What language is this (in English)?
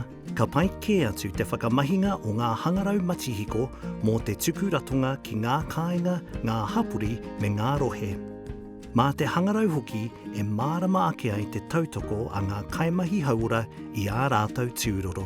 Māori